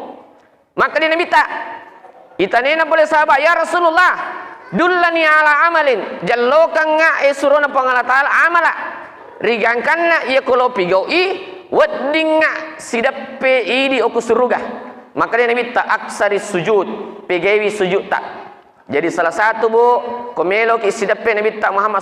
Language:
Buginese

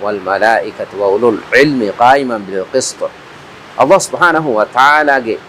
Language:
Divehi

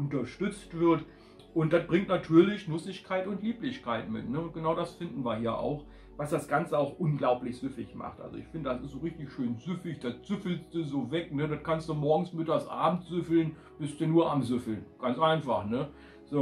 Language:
German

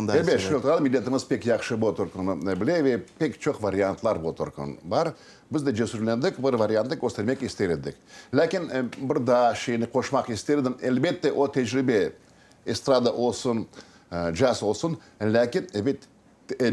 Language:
Crimean Tatar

